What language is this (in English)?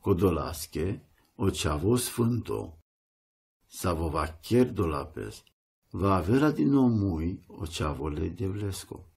Romany